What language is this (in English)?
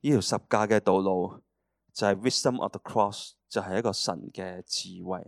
Cantonese